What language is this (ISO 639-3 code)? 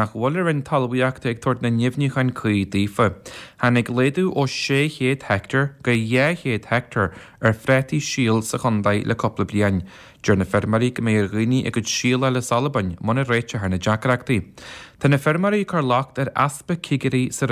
gle